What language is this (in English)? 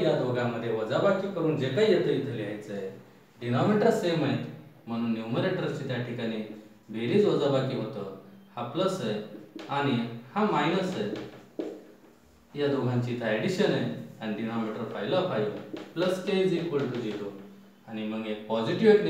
Marathi